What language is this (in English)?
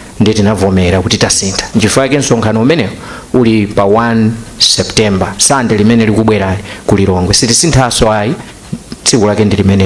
Nyanja